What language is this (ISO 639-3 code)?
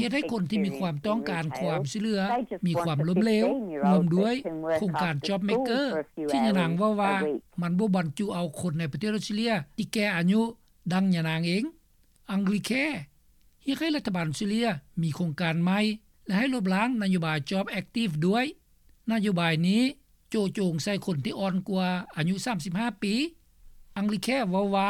lao